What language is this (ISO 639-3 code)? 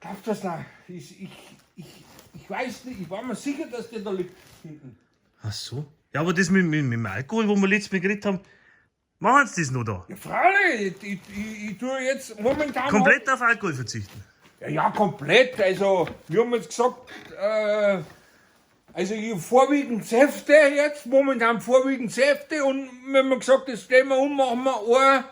bar